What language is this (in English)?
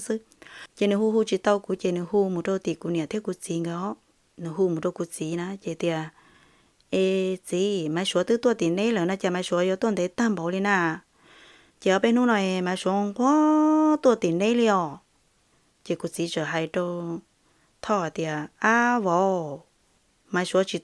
Hmong